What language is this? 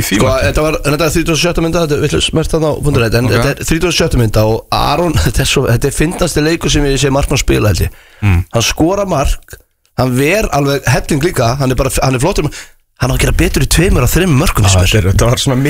Icelandic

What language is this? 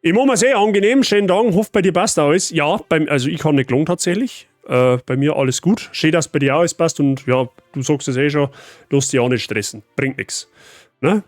Bavarian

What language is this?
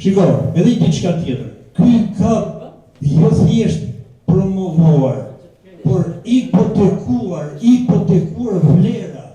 Albanian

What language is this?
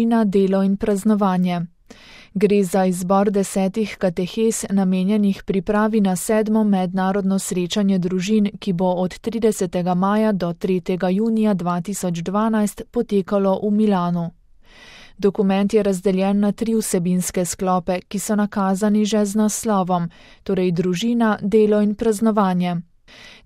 Slovenian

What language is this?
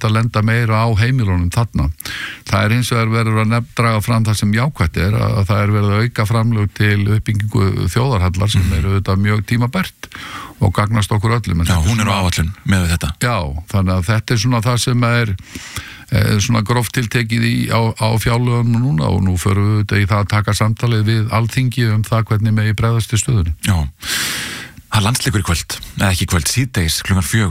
Icelandic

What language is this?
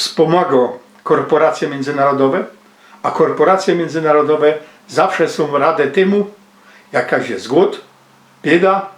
Silesian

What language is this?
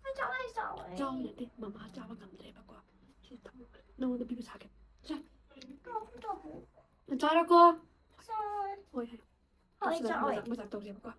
Manipuri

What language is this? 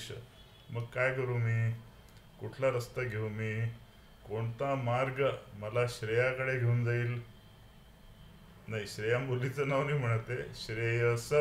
Marathi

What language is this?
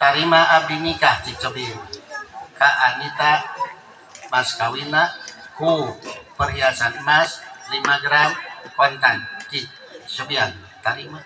Sundanese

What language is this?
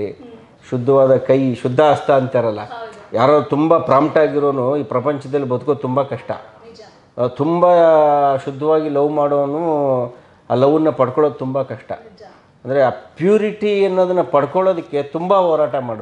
Kannada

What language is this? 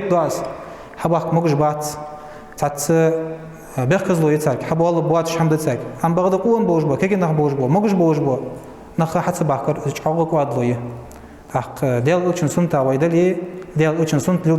Ingush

